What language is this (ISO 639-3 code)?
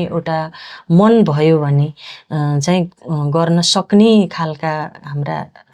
nep